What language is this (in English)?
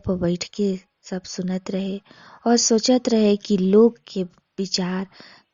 Bhojpuri